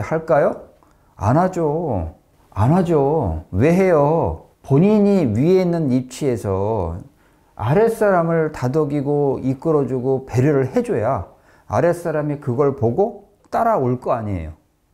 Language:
Korean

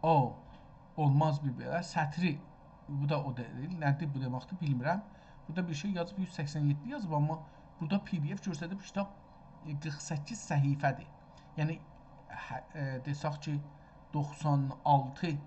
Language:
South Azerbaijani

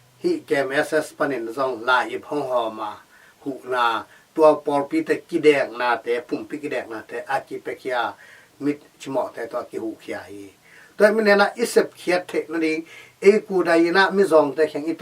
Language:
Tedim Chin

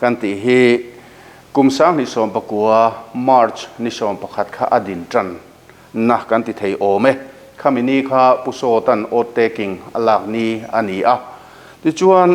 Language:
Mizo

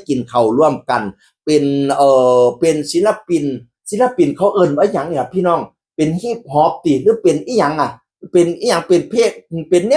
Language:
Northeastern Thai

